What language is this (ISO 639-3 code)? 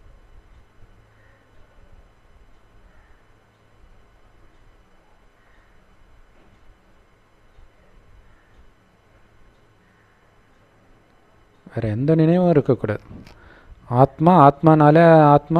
tam